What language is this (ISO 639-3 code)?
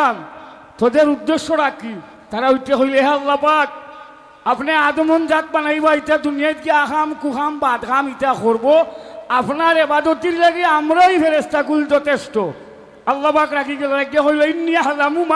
syl